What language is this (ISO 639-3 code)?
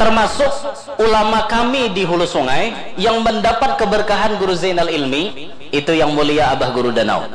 bjn